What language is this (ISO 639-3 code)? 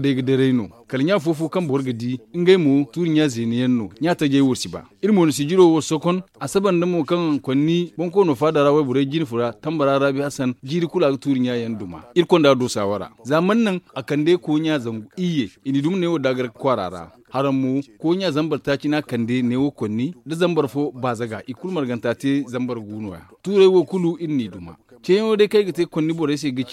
dje